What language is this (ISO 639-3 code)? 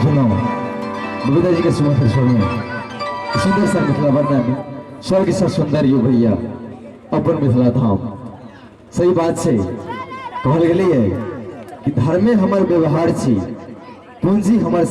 mai